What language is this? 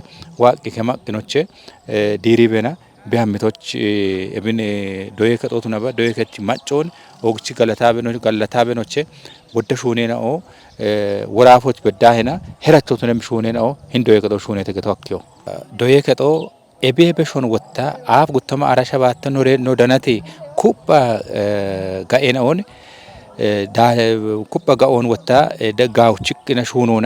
Kafa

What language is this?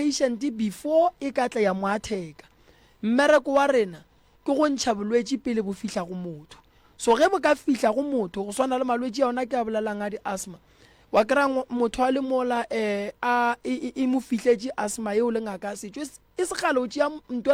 Northern Sotho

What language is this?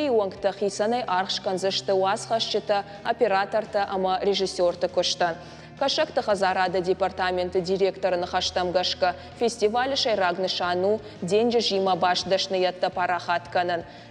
Ossetic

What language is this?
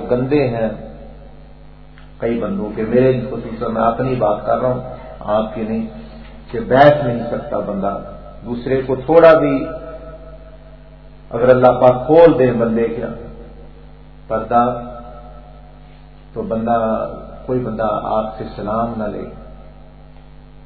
Urdu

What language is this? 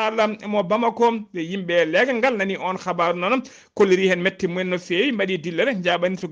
Fula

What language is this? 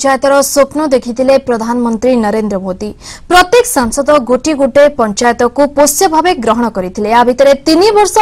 Odia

